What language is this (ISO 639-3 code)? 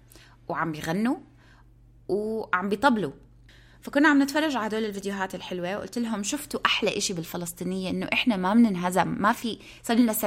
apc